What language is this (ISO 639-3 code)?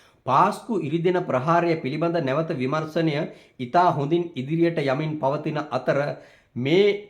sin